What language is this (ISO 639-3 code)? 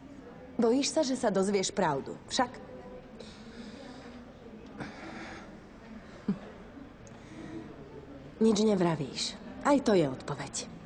slk